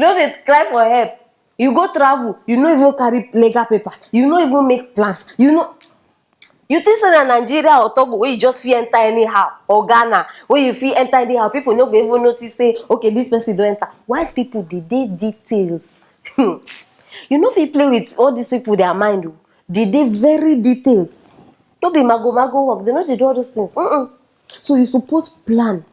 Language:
Nigerian Pidgin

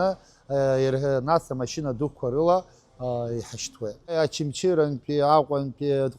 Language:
Abkhazian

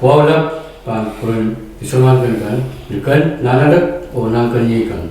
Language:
Pohnpeian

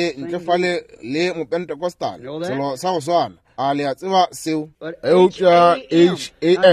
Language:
Northern Sotho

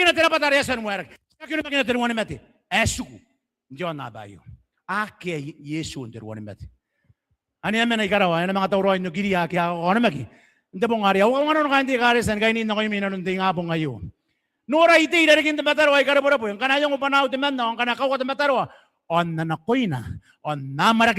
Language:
Gilbertese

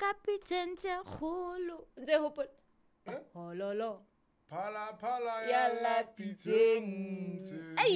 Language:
Southern Sotho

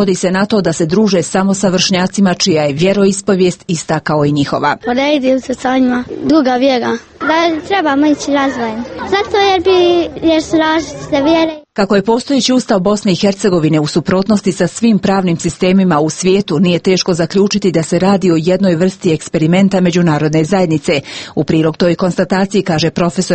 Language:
Bosnian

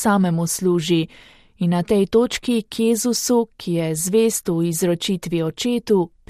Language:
Slovenian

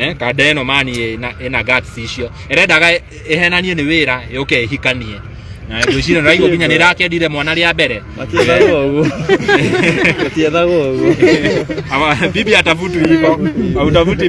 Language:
Kikuyu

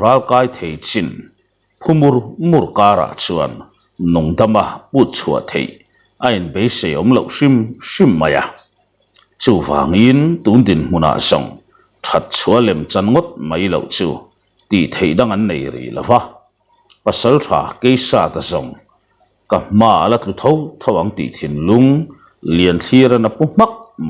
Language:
Mizo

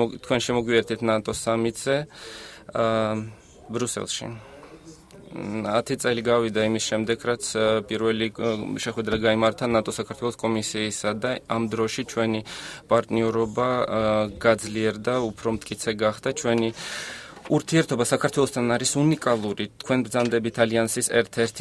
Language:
Georgian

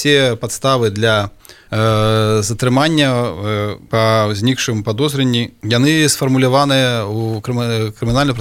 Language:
Belarusian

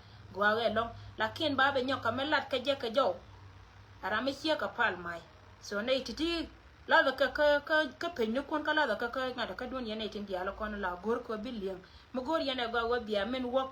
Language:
Nuer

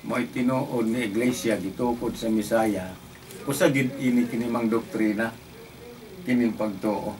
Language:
Cebuano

